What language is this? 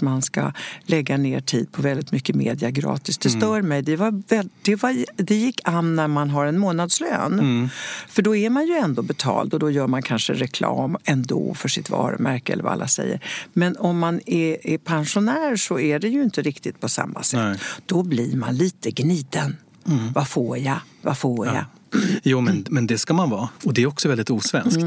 Swedish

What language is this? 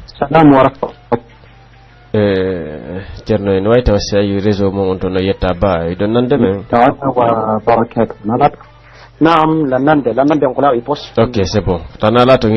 Pular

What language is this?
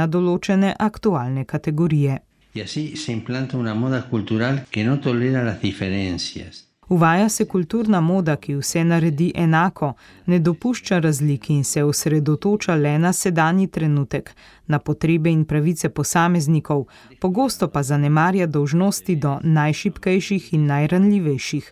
Slovenian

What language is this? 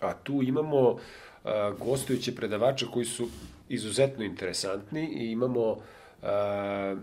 Serbian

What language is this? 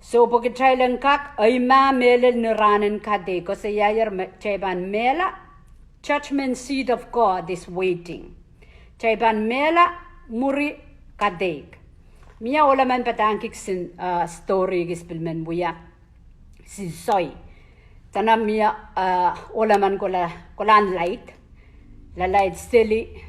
Pohnpeian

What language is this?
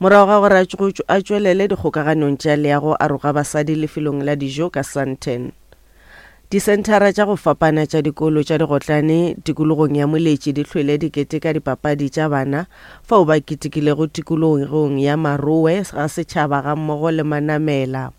Northern Sotho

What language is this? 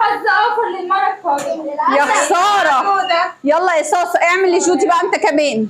Egyptian Arabic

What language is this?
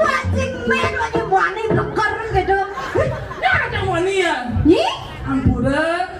Balinese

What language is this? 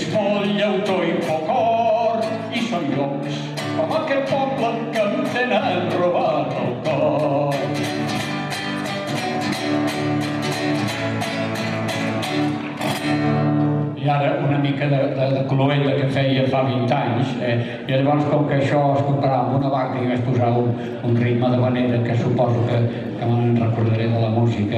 Catalan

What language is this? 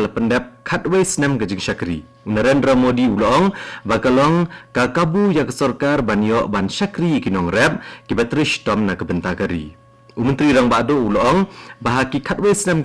Khasi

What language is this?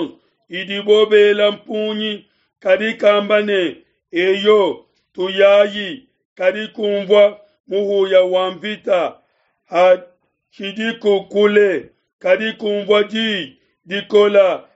Luba-Lulua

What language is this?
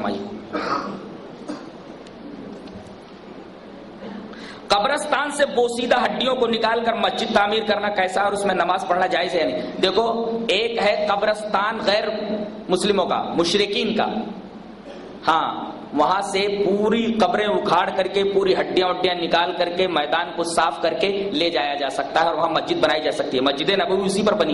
Urdu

